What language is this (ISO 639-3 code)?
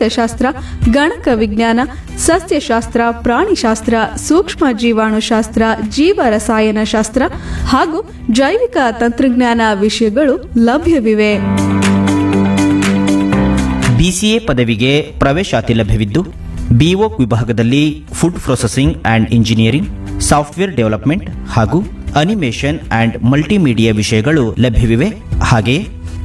kan